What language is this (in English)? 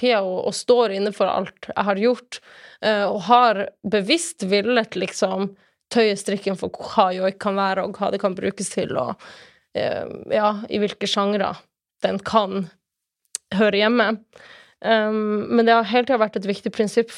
Norwegian